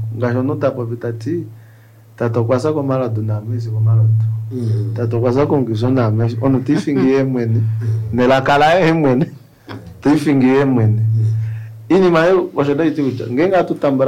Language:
Kuanyama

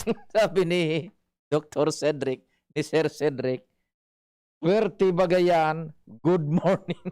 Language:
Bikol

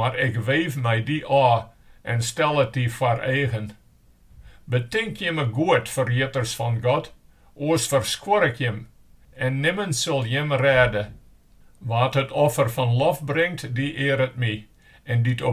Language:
Western Frisian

